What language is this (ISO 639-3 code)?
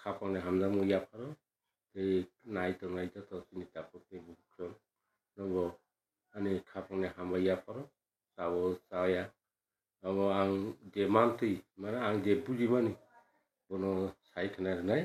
trp